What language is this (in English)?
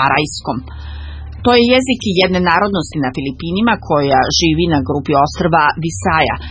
Serbian